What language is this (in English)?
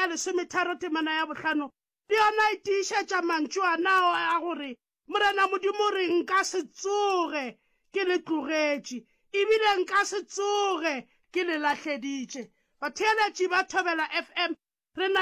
Northern Sotho